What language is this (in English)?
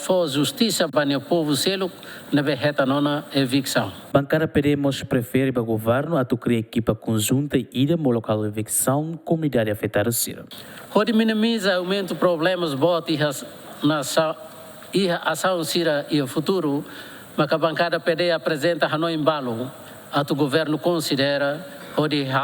Tetum